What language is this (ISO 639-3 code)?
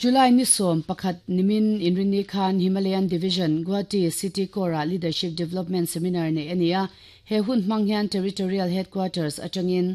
lus